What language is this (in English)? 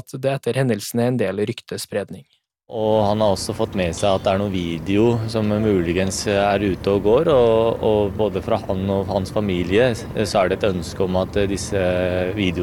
Norwegian